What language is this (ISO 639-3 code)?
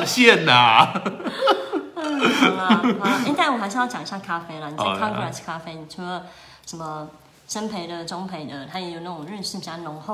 zho